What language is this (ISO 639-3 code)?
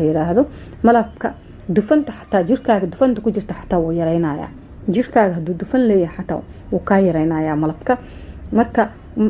som